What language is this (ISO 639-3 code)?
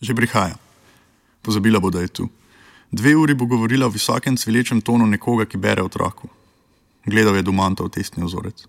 slv